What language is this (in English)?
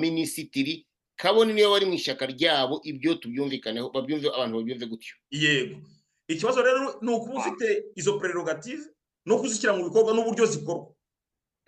Kinyarwanda